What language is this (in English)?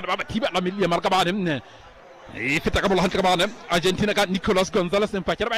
Southern Sotho